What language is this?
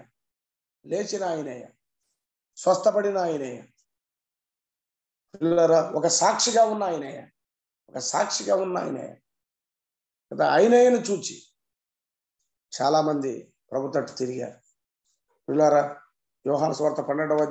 Telugu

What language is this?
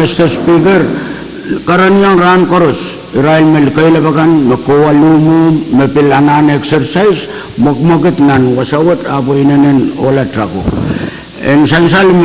Pohnpeian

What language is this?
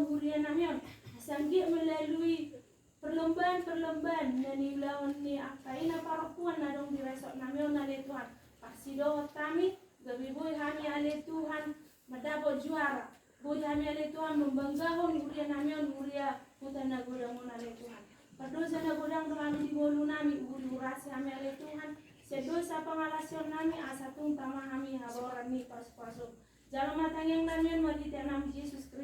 Batak Toba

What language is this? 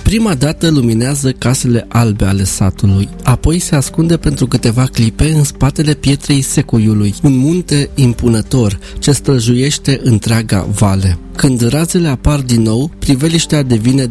Romanian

